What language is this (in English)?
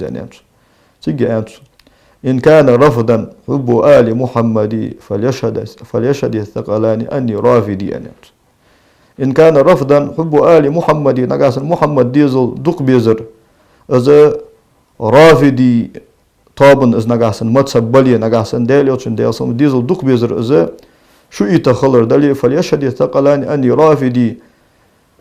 Ingush